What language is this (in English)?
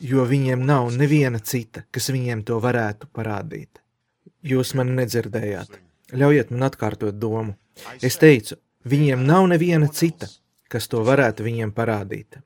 Latvian